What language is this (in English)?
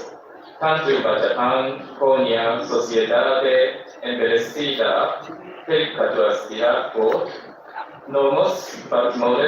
Tetum